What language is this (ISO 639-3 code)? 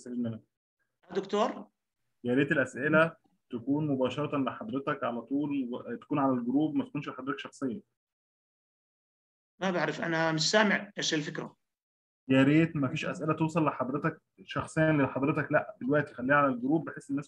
arz